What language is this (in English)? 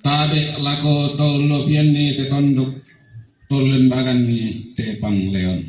Toraja-Sa'dan